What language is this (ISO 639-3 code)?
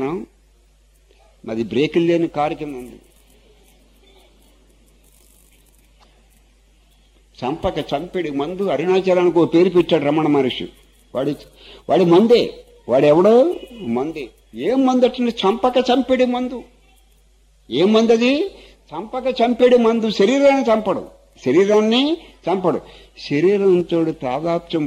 tel